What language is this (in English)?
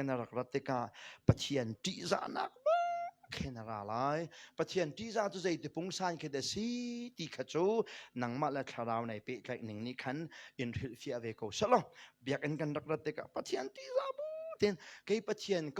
Hakha Chin